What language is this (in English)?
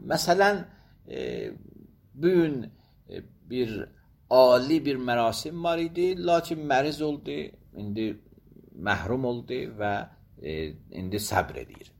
Azerbaijani